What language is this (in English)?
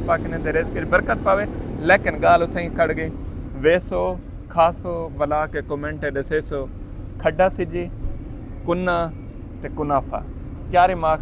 Saraiki